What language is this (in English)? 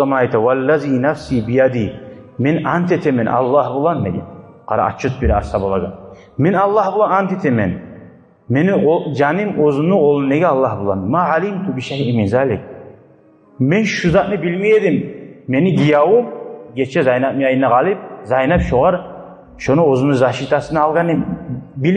Kumyk